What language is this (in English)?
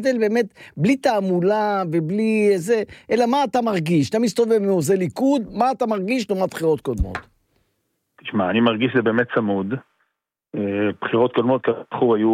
Hebrew